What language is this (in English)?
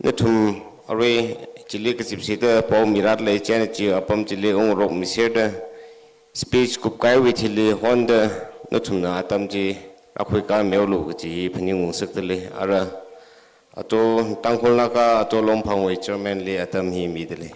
Tangkhul Naga (India)